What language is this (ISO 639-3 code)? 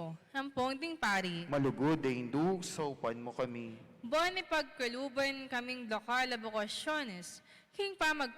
pam